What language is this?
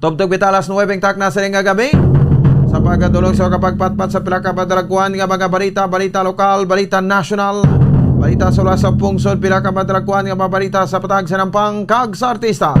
Hiligaynon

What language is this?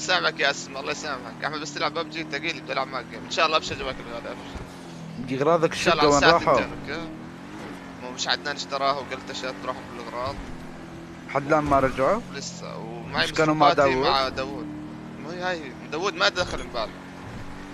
North Levantine Arabic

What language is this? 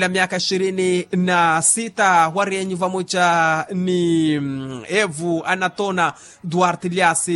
Makhuwa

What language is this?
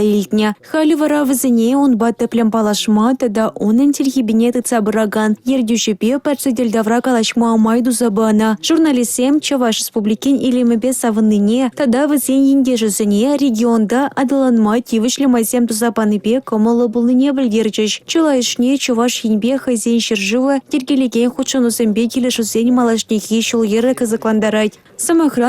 Chuvash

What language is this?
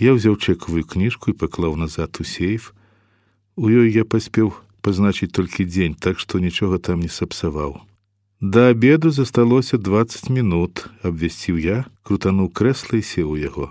Belarusian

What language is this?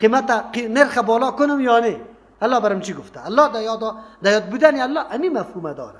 Persian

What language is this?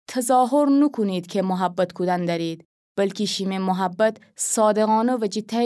Gilaki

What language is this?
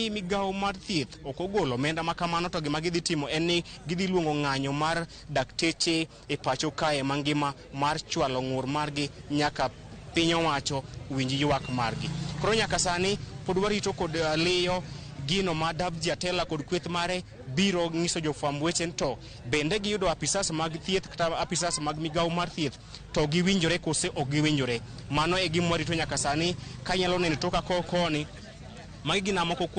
Luo (Kenya and Tanzania)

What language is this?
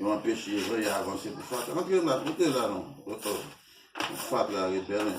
Haitian Creole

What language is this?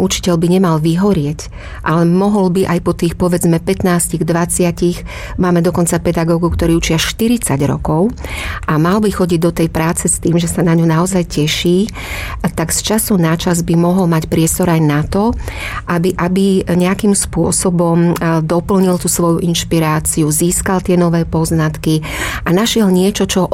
Slovak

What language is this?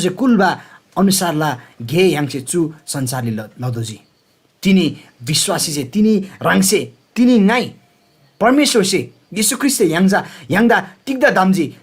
Eastern Tamang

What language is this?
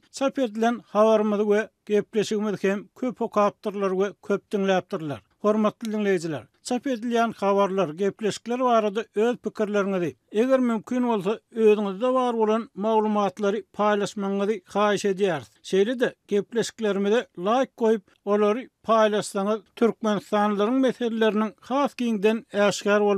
Turkmen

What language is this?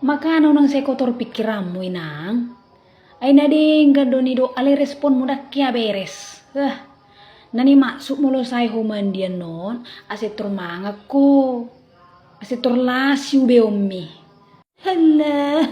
Batak Toba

